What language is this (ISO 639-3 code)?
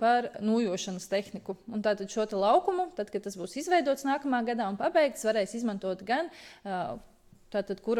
lav